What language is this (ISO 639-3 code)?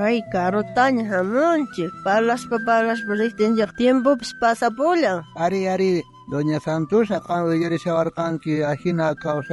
quh